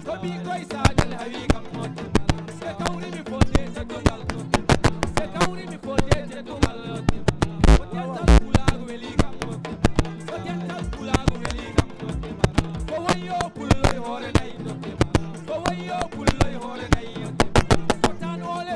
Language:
Fula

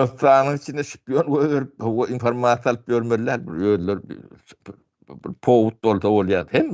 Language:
Turkmen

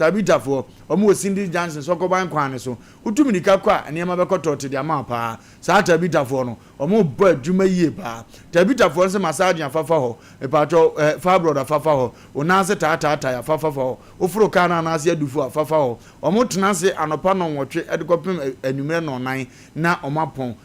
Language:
Akan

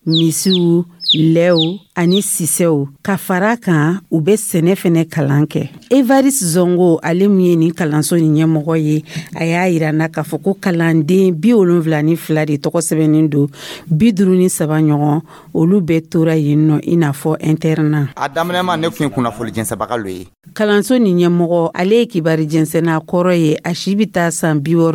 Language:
Dyula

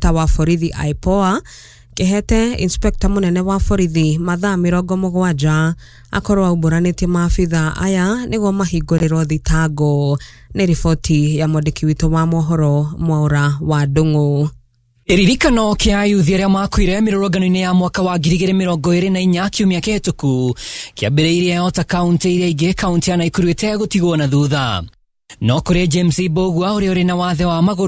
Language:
Kikuyu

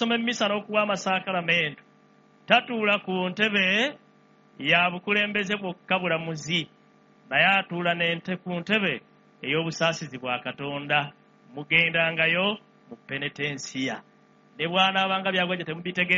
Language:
Ganda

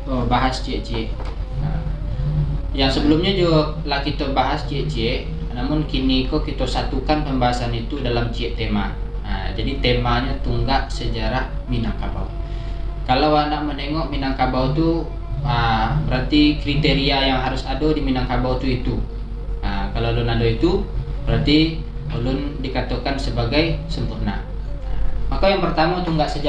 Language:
Minangkabau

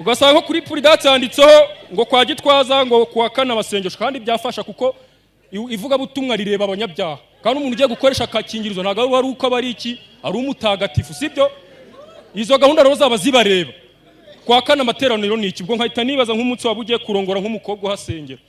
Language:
Kinyarwanda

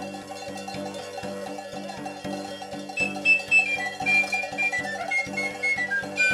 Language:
Basque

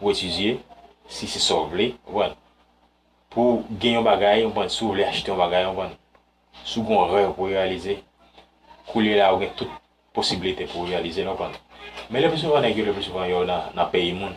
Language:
Haitian Creole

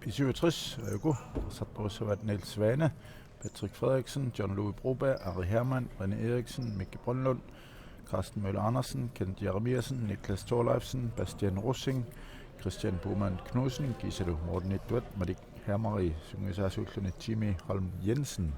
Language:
Kalaallisut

